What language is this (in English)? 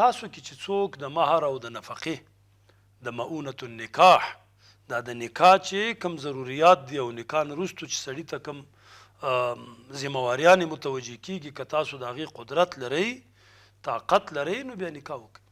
Pashto